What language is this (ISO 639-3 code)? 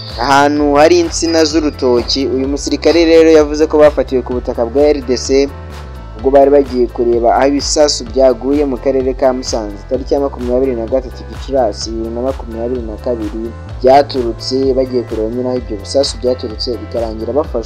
kin